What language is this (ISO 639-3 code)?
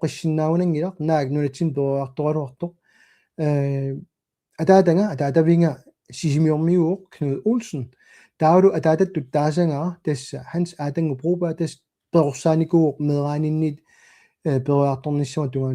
kal